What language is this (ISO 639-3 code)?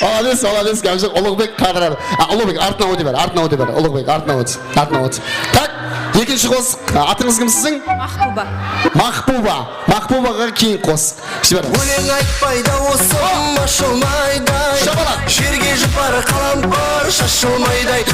kaa